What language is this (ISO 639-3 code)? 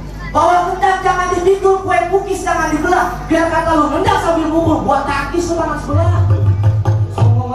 bew